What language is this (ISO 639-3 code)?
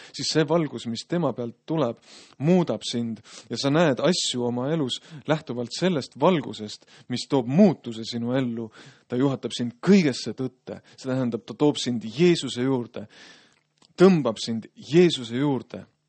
est